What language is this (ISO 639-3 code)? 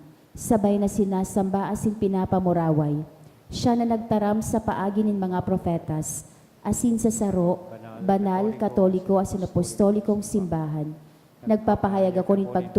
bik